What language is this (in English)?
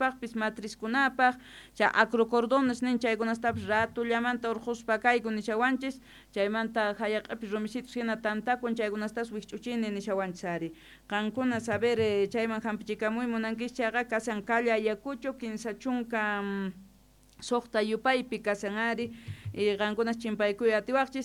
South Bolivian Quechua